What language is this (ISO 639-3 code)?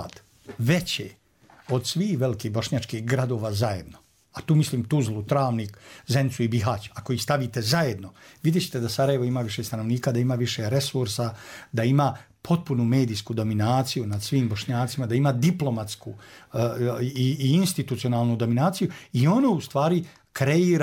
bos